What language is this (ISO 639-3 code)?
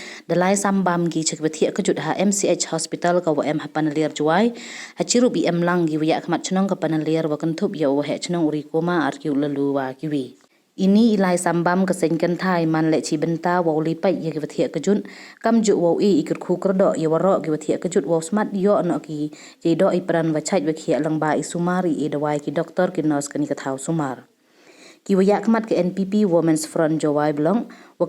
pbv